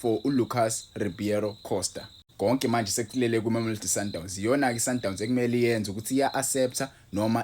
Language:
Zulu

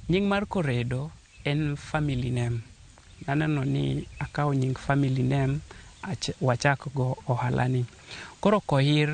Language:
Luo (Kenya and Tanzania)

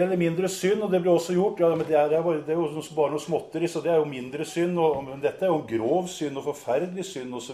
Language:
Norwegian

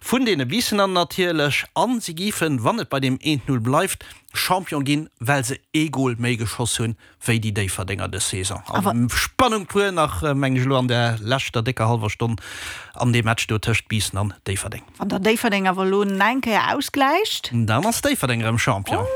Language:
Luxembourgish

